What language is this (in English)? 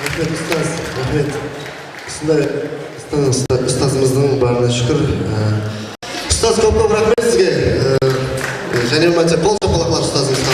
Kara-Kalpak